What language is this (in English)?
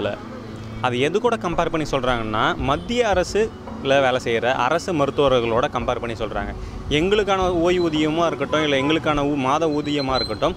Tamil